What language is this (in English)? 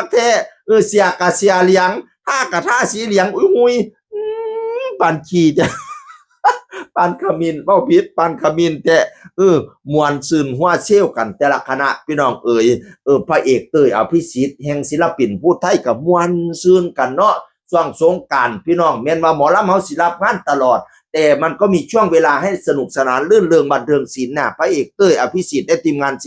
Northeastern Thai